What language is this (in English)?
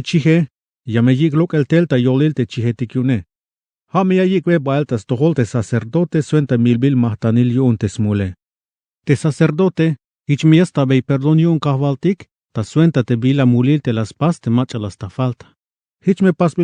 Tzeltal